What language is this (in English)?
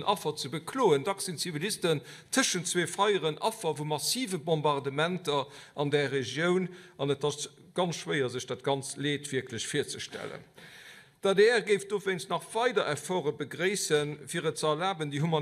Luxembourgish